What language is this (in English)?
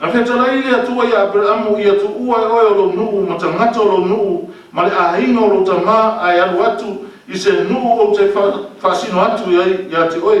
Samoan